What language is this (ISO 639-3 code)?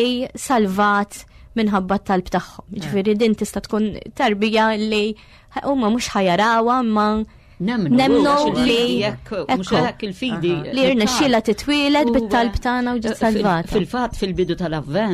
mlt